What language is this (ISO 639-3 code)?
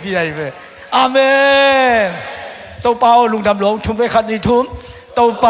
ctd